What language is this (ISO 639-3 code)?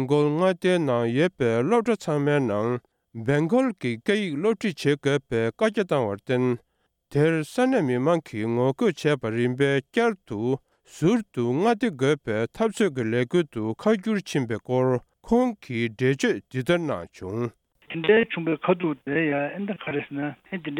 bod